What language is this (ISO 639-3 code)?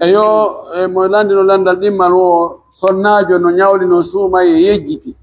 fuf